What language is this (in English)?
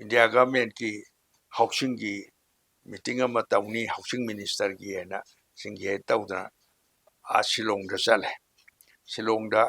Manipuri